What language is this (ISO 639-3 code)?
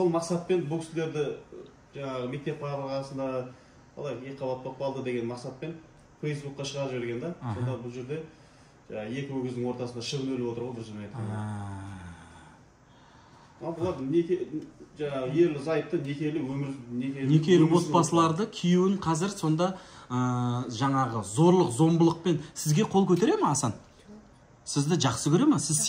kaz